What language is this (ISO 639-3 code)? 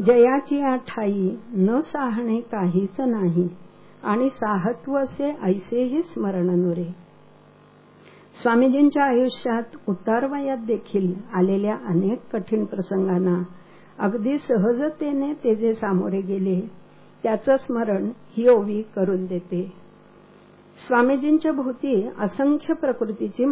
mar